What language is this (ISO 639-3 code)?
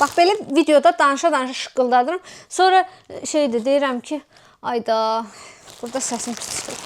aze